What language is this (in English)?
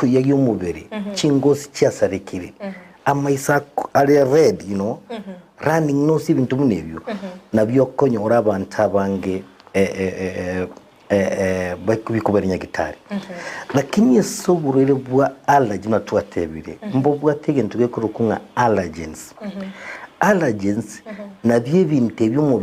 Gusii